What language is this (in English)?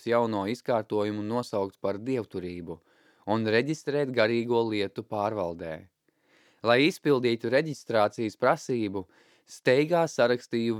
Latvian